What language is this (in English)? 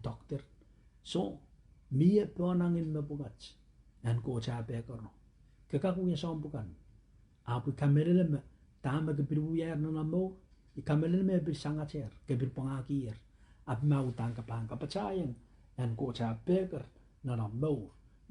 Pohnpeian